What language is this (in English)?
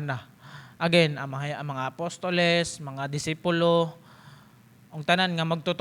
Cebuano